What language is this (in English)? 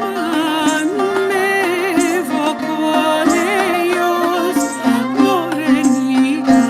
Ladino